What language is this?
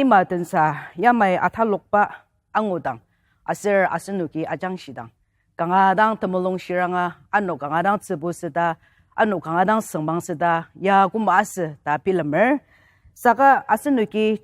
Ao Naga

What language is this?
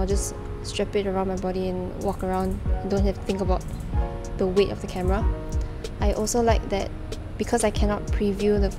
English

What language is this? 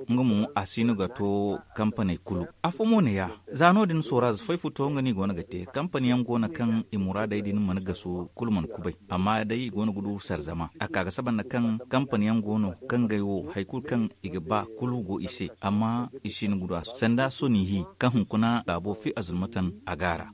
Zarma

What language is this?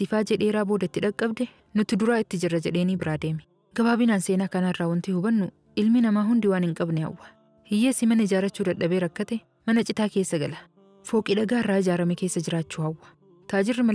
Oromo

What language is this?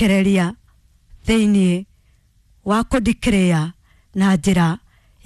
Kikuyu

